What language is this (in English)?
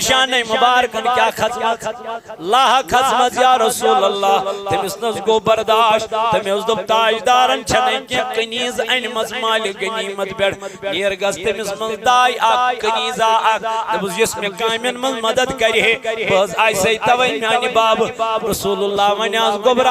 Kashmiri